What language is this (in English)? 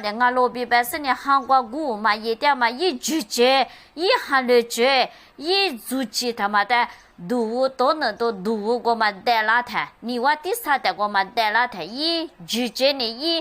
Lisu